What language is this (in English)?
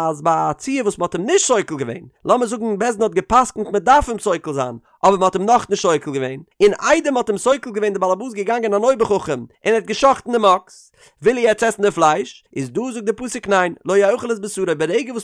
Yiddish